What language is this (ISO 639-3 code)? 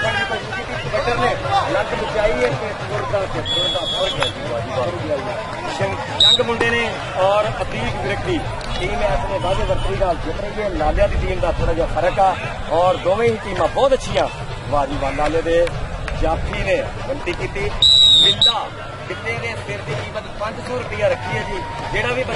pan